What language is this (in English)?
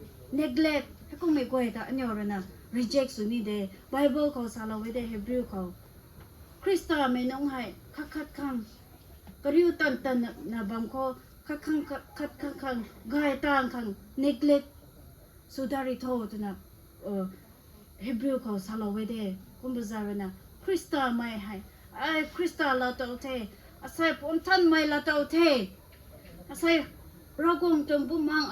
Rongmei Naga